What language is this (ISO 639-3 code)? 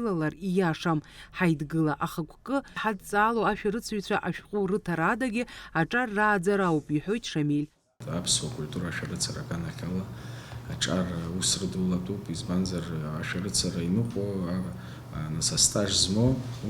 abk